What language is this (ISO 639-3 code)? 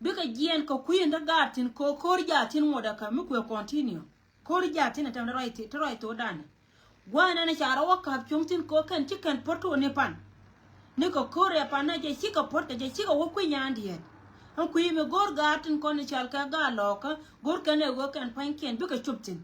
nus